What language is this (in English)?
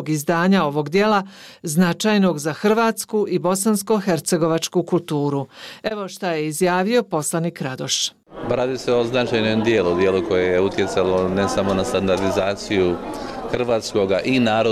Bosnian